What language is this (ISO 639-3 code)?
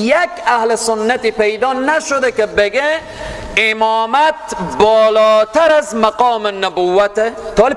fas